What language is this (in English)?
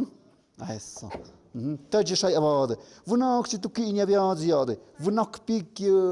Tlahuitoltepec Mixe